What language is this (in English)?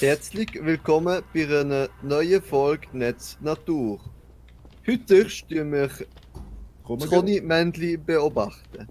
Swiss German